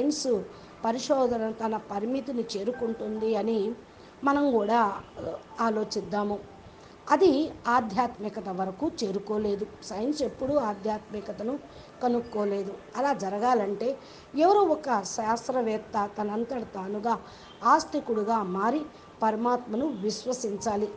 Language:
Telugu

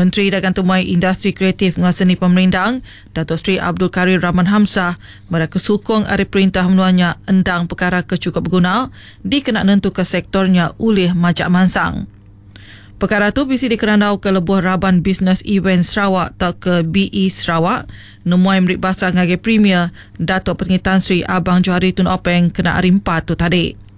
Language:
Iban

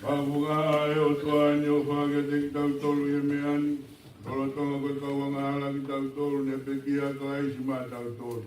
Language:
Tongan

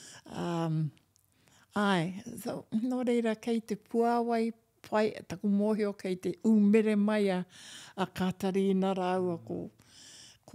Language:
Māori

